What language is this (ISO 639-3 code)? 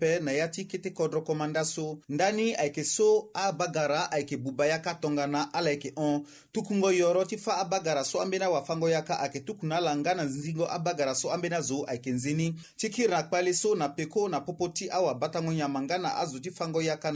sag